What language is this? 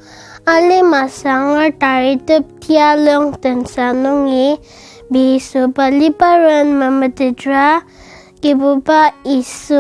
Ao Naga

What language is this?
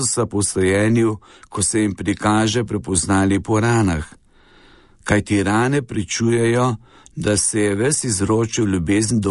Slovenian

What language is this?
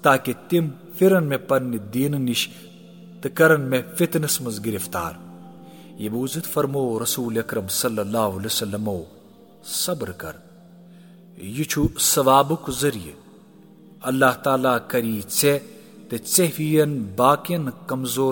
Kashmiri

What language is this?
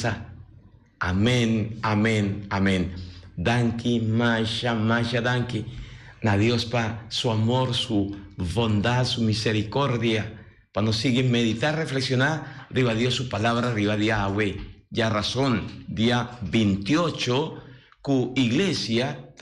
Papiamento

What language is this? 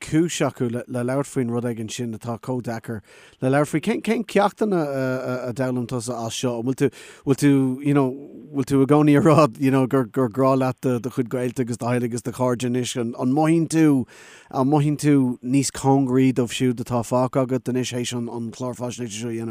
Irish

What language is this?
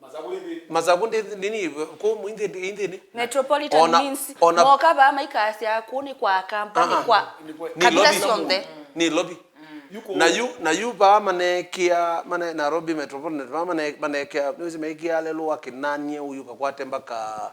Kamba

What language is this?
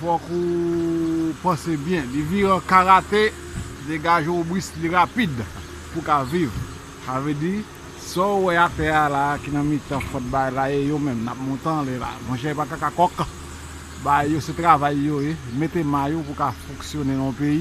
Haitian Creole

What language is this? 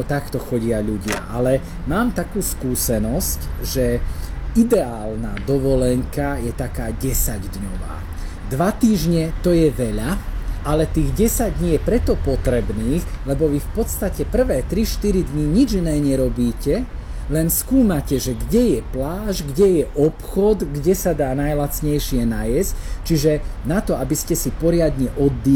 Slovak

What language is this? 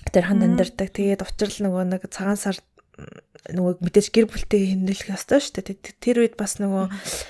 Mongolian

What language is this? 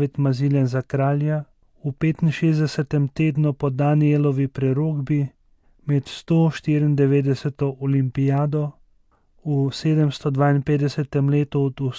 Slovenian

